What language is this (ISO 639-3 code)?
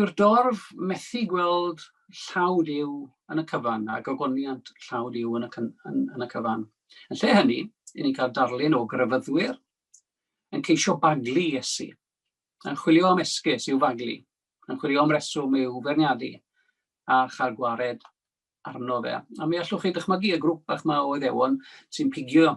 cym